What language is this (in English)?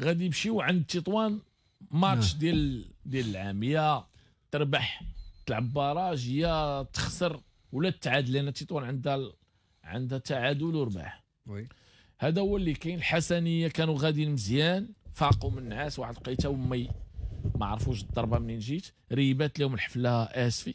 Moroccan Arabic